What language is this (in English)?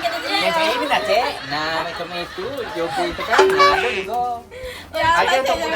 Musi